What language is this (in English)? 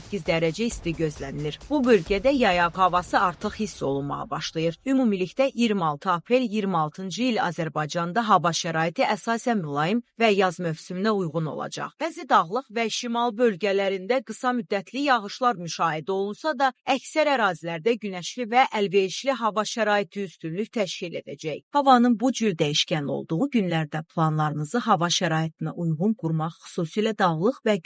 Azerbaijani